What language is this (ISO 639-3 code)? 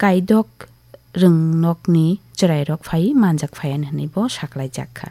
trp